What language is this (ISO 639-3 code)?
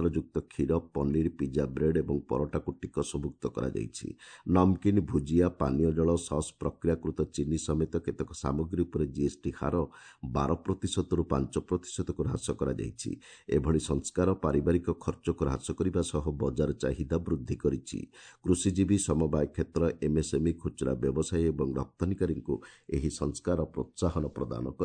ori